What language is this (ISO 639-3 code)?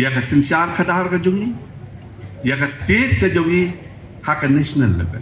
kha